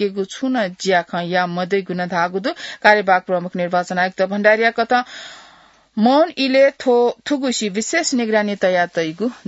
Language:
Newari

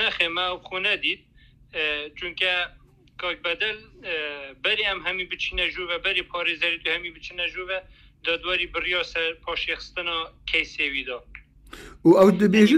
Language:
Kurdish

